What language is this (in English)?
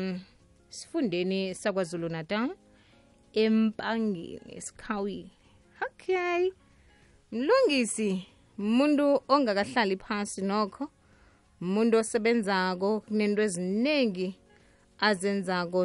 South Ndebele